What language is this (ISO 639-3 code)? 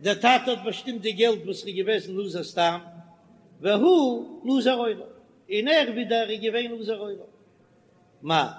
yid